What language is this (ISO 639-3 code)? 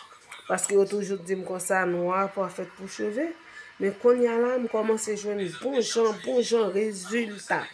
hat